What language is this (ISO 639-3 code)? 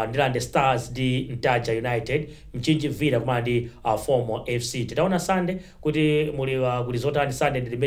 nya